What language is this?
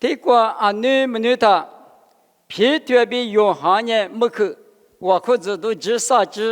Lisu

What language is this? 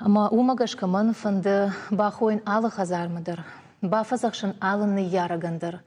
Ossetic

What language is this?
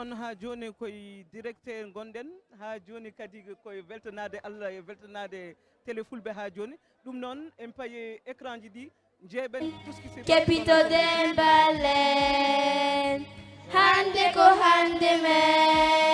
Fula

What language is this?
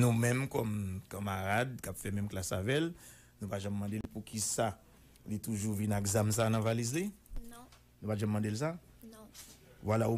Haitian Creole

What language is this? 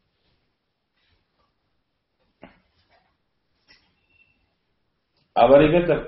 Kannada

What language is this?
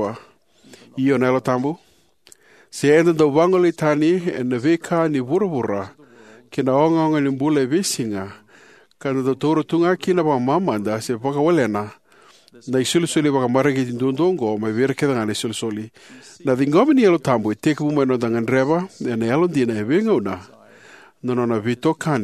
Fijian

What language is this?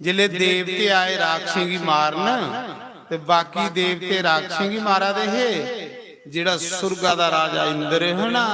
Dogri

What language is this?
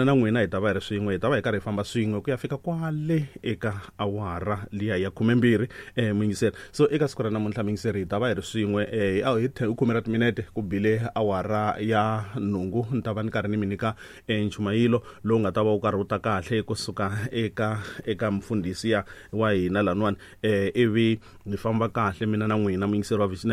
Tsonga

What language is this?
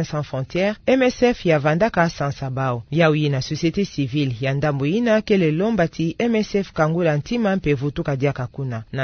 Kituba (Democratic Republic of Congo)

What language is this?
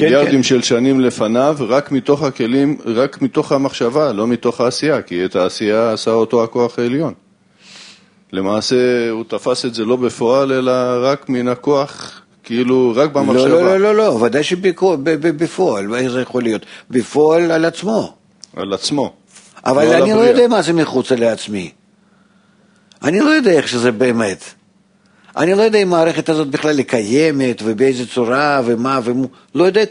Hebrew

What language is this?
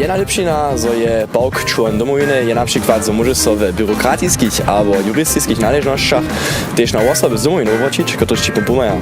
Upper Sorbian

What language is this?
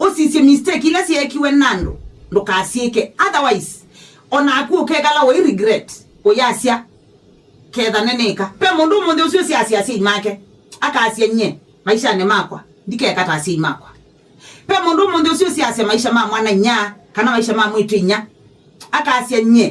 Kamba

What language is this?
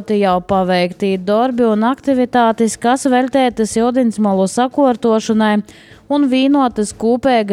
Latvian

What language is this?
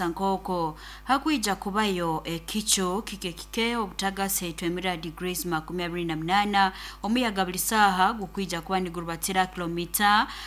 Nyoro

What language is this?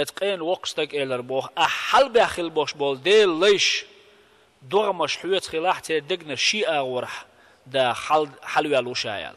Chechen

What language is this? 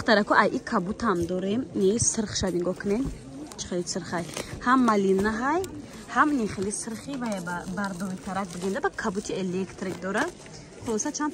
Tajik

